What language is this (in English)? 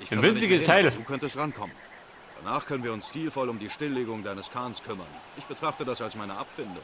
Bavarian